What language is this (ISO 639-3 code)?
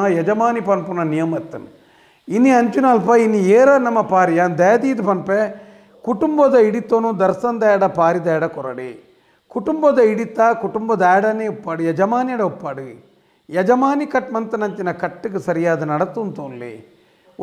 tcy